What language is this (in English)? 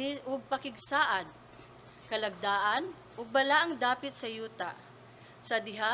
Cebuano